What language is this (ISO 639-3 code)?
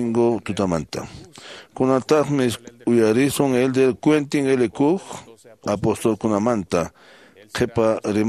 que